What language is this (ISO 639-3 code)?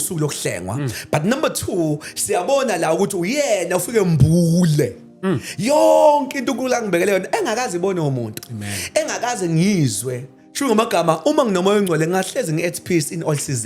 zul